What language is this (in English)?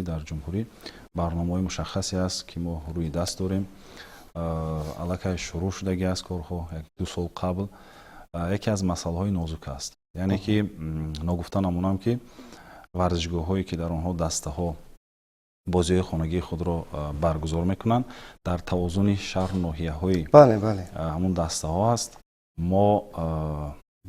Tajik